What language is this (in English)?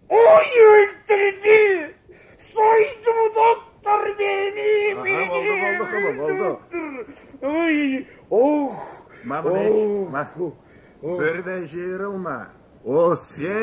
Karachay-Balkar